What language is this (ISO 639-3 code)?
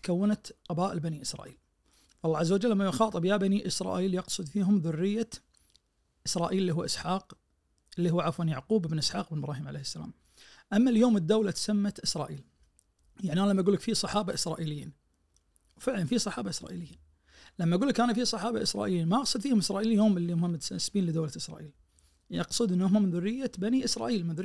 ars